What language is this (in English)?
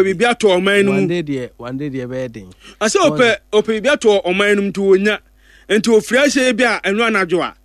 Akan